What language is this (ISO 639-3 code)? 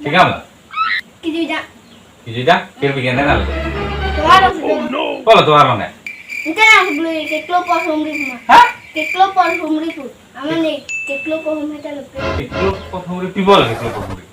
mjw